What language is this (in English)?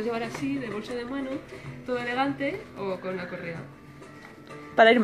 Spanish